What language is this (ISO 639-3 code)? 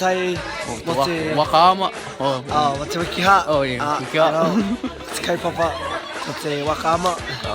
mri